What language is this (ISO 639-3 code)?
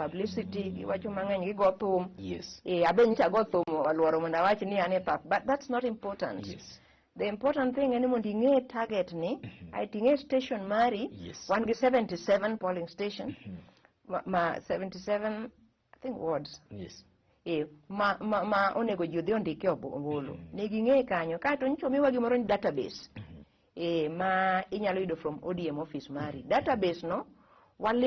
luo